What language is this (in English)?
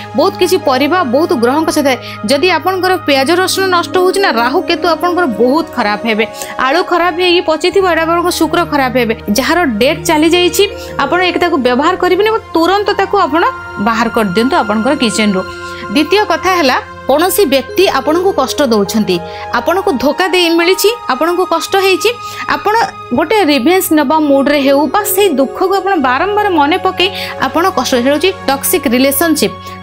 Odia